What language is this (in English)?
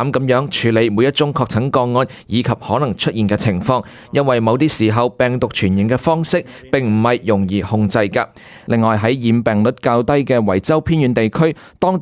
Cantonese